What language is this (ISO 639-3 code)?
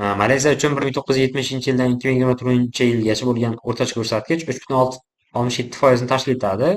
uzb